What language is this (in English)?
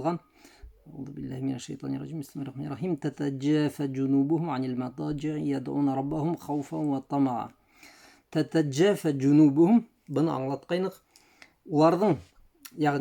Bashkir